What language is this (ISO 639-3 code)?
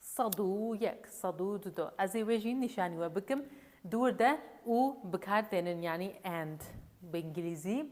kur